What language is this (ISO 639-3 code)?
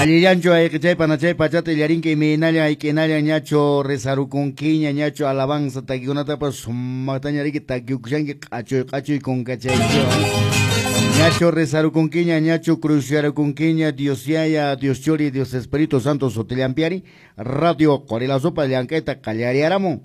que